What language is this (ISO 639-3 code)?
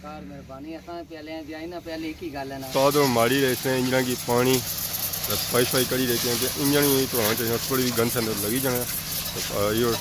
phr